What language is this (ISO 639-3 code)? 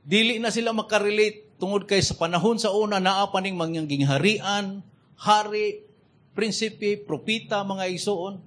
ceb